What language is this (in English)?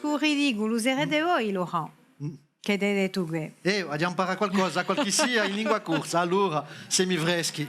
Corsican